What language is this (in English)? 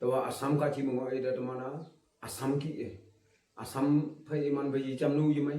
Naga Pidgin